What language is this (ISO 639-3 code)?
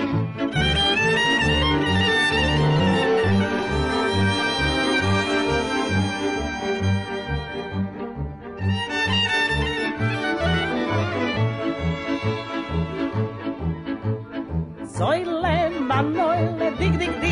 srp